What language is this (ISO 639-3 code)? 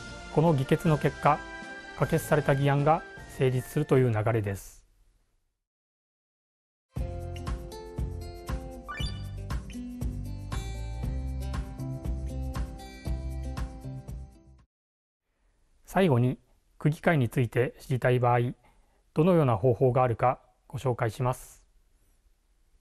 jpn